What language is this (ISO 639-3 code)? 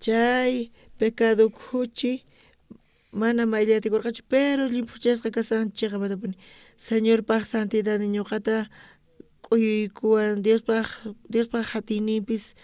quh